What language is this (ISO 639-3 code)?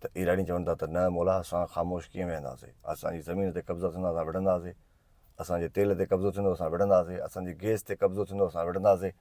snd